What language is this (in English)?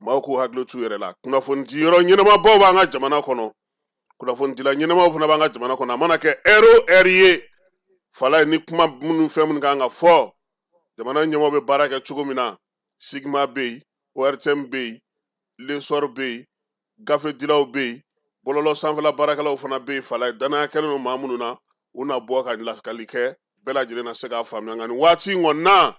Bambara